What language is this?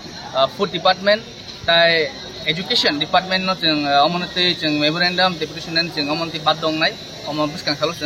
Kok Borok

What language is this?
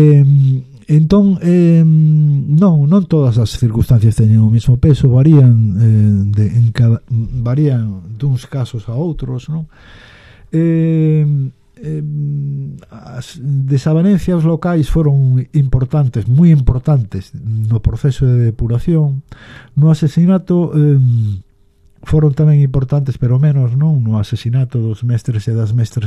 Galician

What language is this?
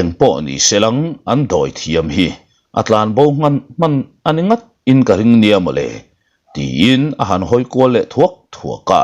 Mizo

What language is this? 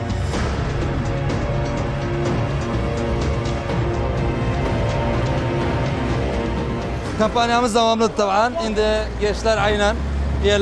Turkish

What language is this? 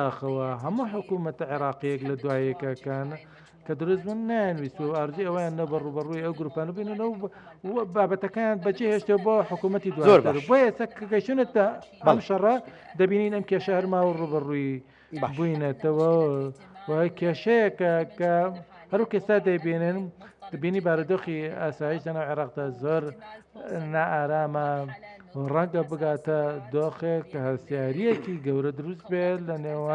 Central Kurdish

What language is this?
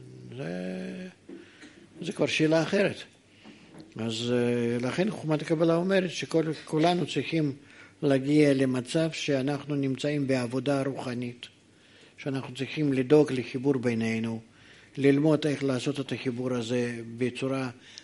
Hebrew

